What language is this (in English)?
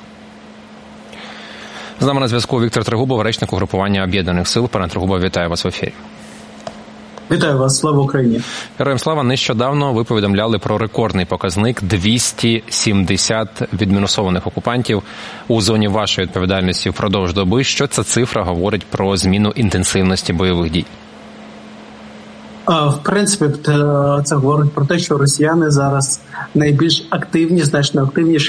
Ukrainian